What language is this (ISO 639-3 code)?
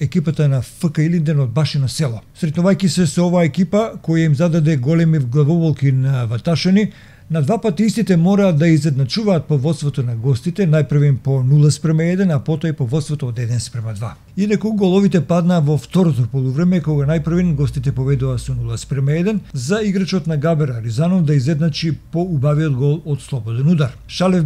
mkd